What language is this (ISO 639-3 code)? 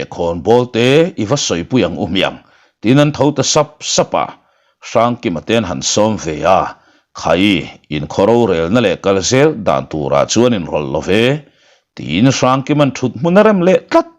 lus